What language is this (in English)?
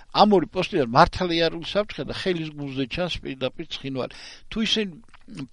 Georgian